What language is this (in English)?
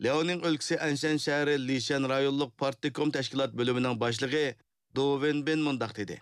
Uyghur